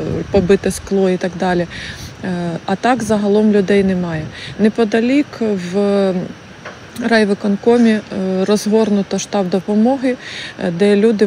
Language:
Ukrainian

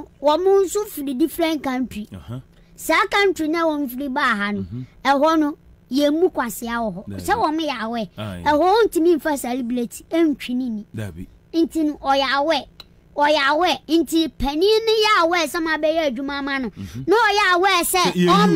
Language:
Akan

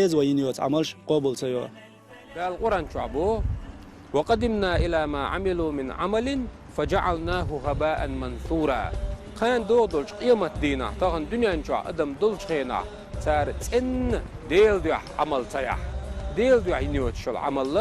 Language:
Chechen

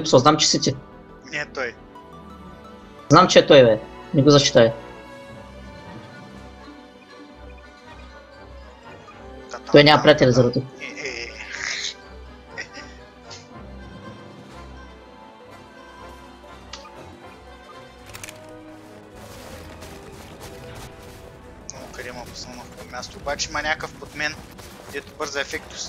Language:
Bulgarian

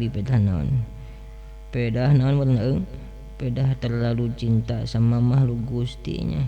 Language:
Sundanese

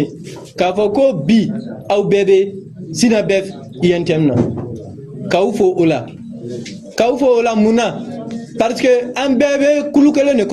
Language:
Bambara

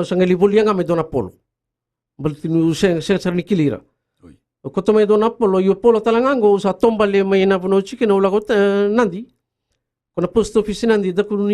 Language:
Fijian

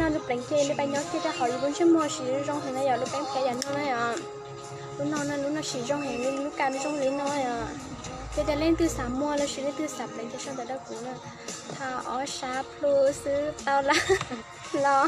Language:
Hmong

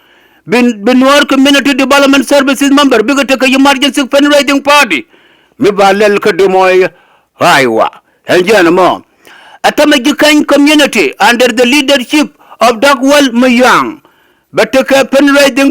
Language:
Nuer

